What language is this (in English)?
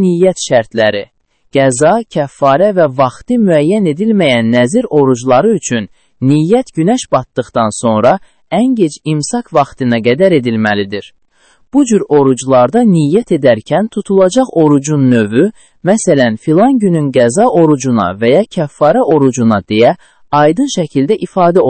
Azerbaijani